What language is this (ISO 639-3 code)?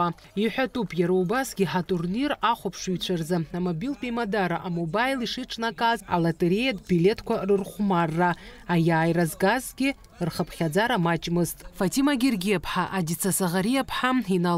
abk